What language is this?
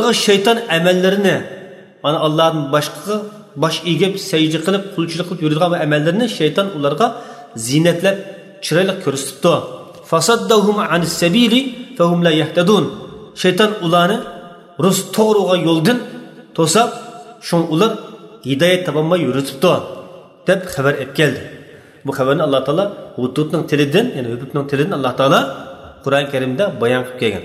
Uyghur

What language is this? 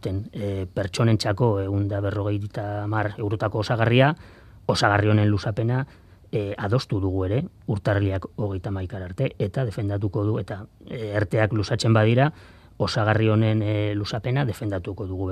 Basque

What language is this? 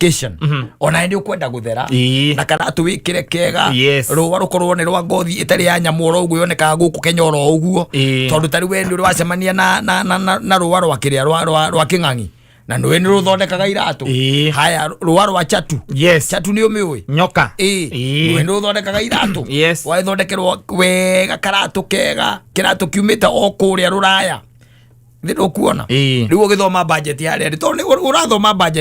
Kikuyu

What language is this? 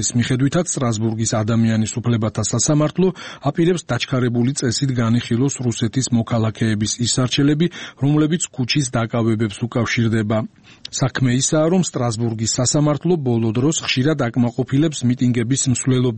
Georgian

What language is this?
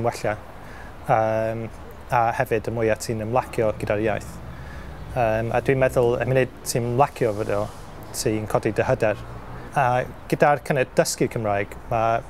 Welsh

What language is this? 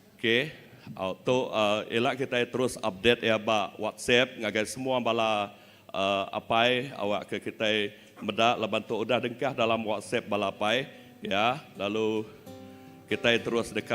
Iban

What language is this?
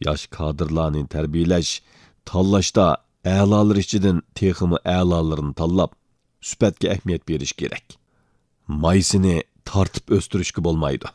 Uyghur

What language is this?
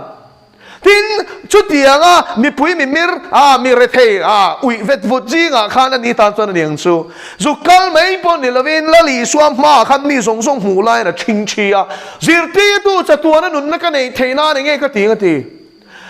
Mizo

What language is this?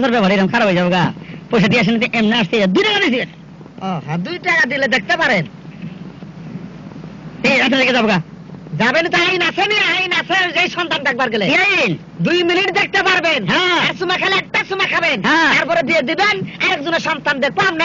Bangla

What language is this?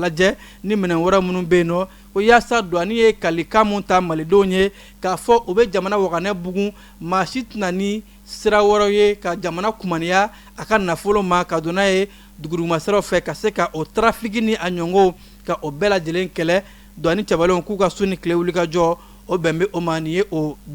Bambara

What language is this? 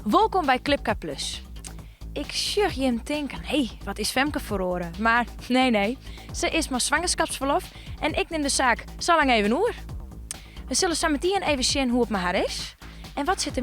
Western Frisian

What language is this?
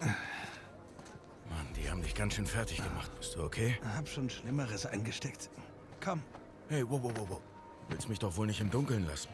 Swiss German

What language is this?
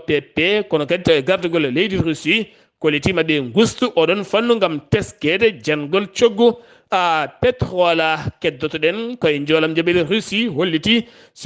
Fula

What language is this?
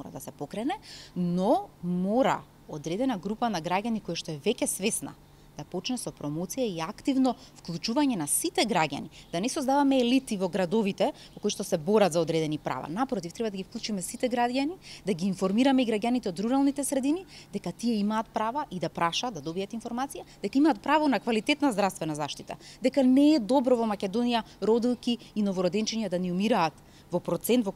Macedonian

